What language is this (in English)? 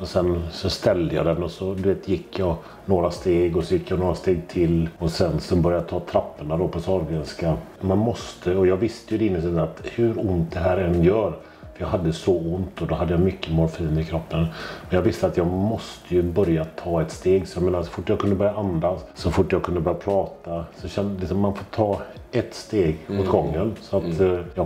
Swedish